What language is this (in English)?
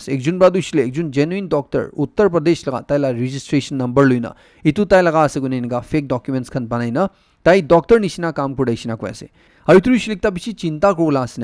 Naga Pidgin